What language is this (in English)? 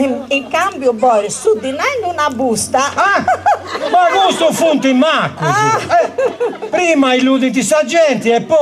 Sardinian